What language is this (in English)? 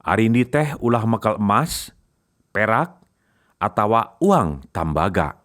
Sundanese